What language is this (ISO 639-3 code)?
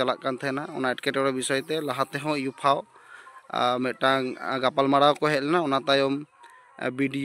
sat